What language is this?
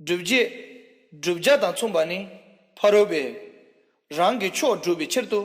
Tibetan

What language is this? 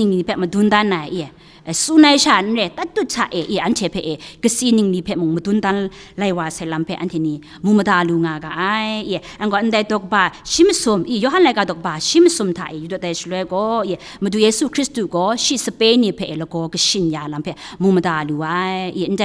Kachin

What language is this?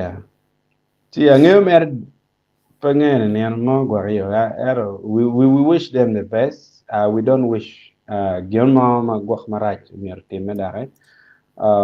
Acoli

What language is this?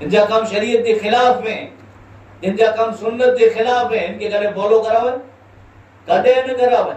Kachhi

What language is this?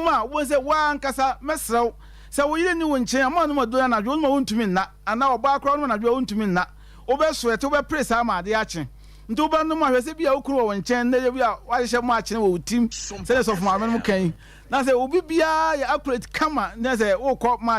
Akan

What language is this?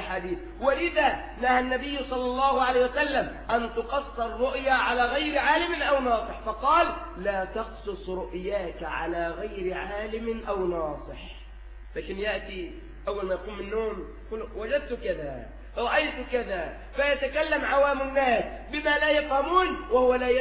Arabic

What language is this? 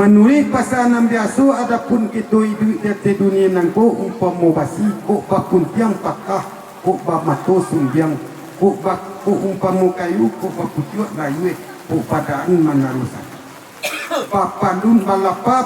Minangkabau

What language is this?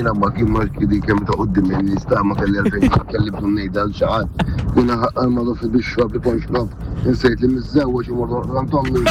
Maltese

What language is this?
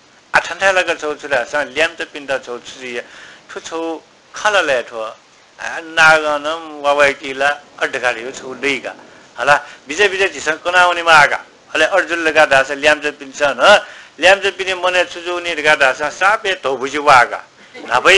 Newari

